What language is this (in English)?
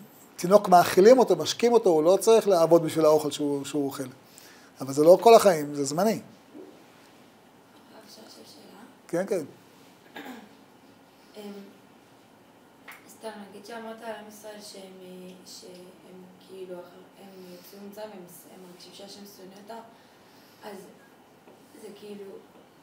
Hebrew